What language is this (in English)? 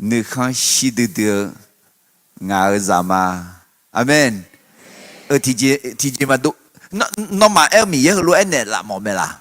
Akha